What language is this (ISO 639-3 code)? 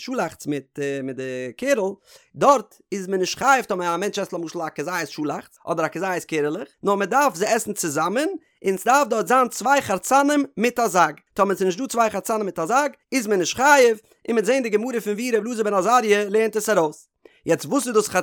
yid